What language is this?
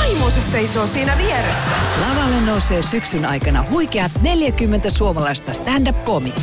Finnish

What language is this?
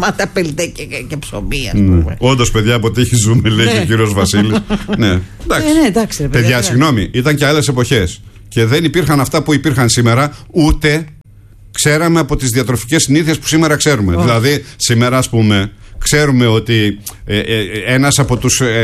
Greek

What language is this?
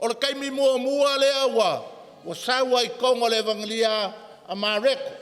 Samoan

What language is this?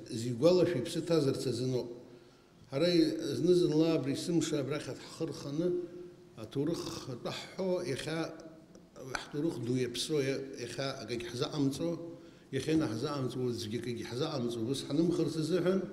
Abkhazian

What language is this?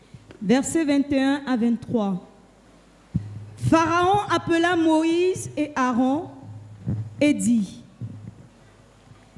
French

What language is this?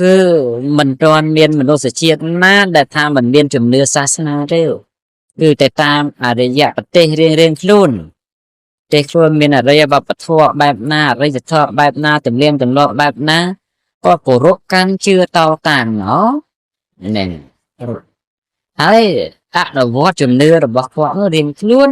Khmer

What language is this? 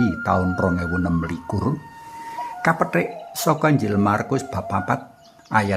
Javanese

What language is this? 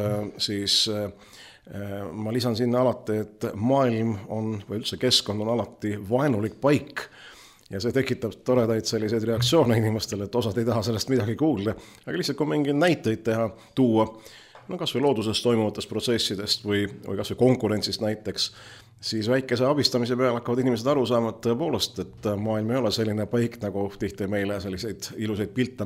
Estonian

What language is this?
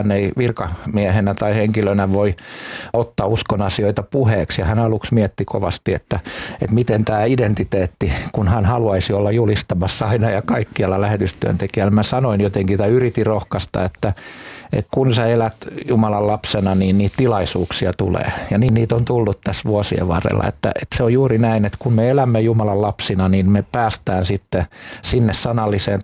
Finnish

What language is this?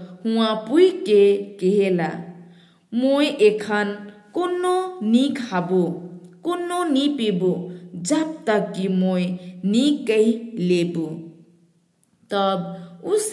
Sadri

